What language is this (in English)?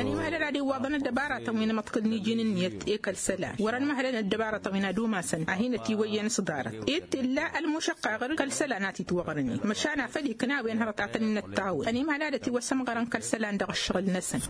Tamasheq